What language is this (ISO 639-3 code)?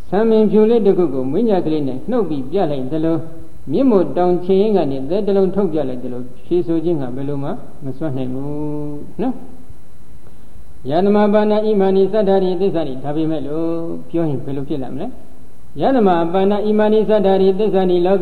mya